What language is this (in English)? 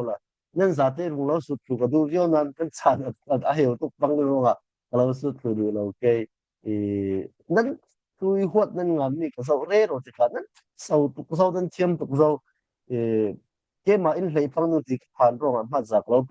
Falam Chin